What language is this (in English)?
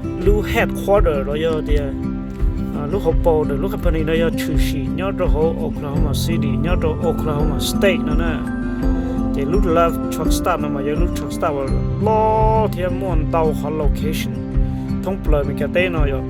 Hmong